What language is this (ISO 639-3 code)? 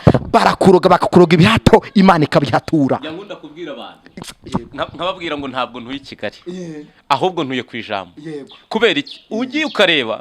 kin